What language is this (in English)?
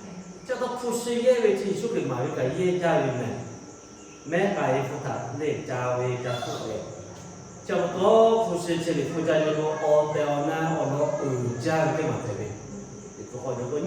Lahu